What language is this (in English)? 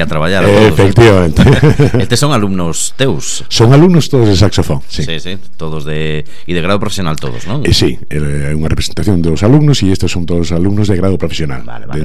Galician